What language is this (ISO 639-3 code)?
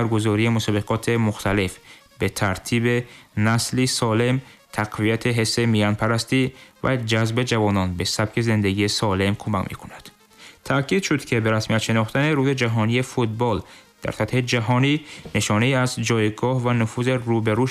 tgk